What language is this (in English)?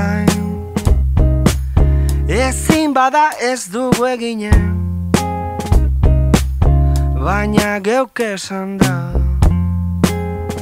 Basque